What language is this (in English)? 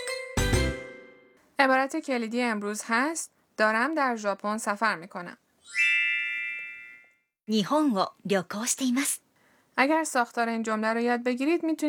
Persian